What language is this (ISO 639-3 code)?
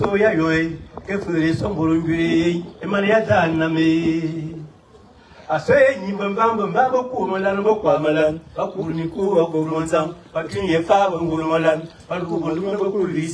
fan